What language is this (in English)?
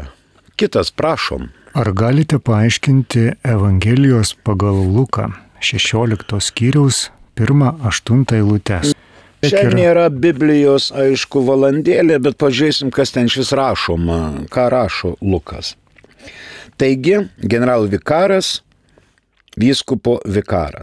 Lithuanian